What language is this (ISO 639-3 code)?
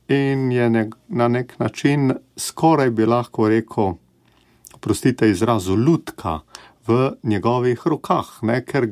slv